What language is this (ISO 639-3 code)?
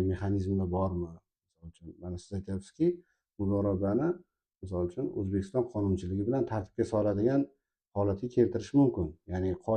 uzb